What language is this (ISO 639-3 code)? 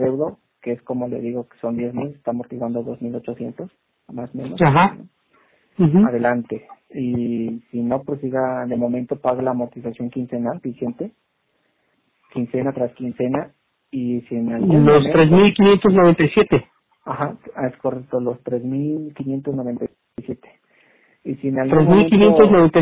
spa